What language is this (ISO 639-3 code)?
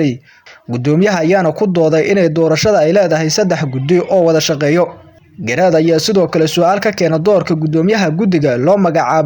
som